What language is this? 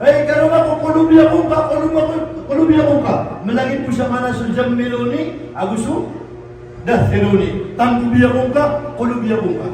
Maranao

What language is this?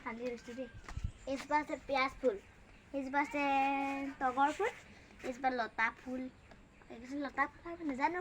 Assamese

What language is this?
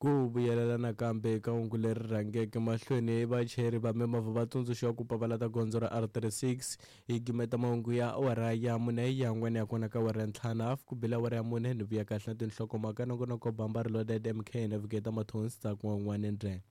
Tsonga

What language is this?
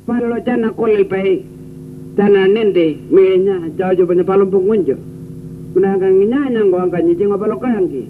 Pitjantjatjara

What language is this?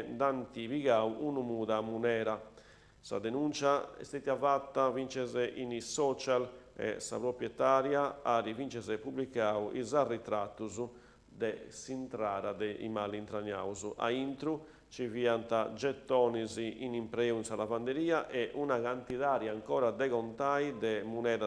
Sardinian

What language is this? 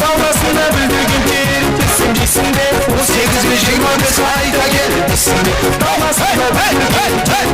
Kara-Kalpak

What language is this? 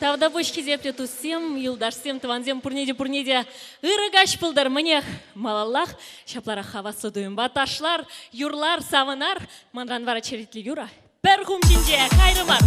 Chuvash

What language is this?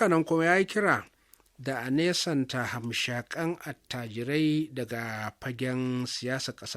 Hausa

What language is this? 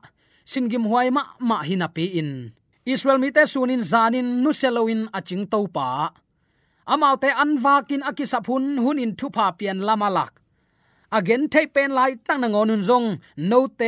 Tedim Chin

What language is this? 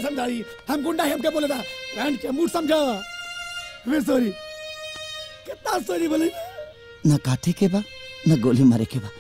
Bhojpuri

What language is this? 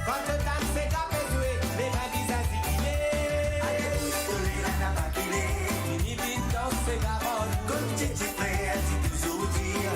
Morisyen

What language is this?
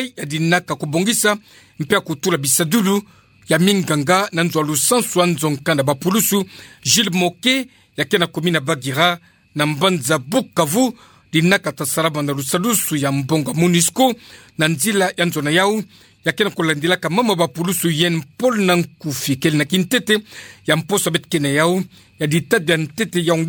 Kituba (Democratic Republic of Congo)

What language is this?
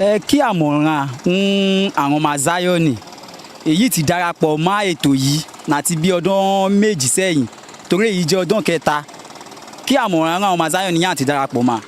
Yoruba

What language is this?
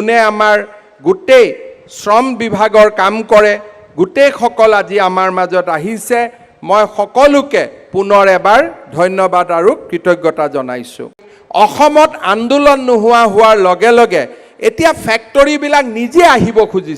Assamese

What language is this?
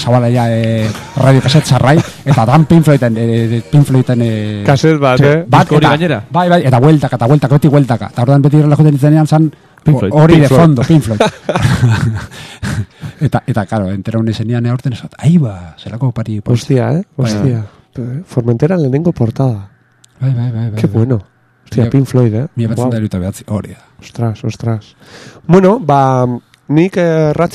Basque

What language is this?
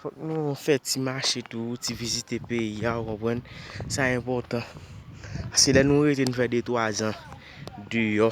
Haitian Creole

